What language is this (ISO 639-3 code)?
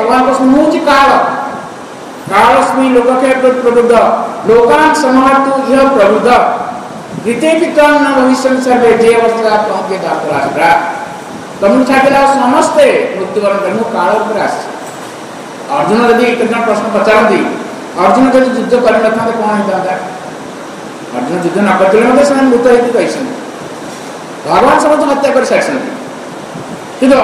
ori